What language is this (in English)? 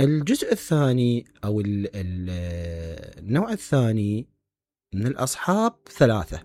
Mesopotamian Arabic